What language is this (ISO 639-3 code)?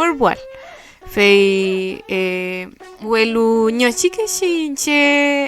arn